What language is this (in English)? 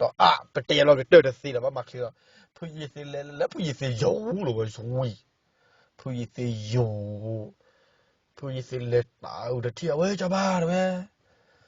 S'gaw Karen